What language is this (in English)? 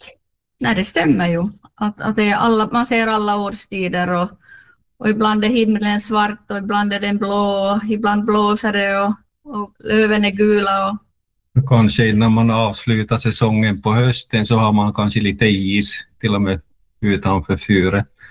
Swedish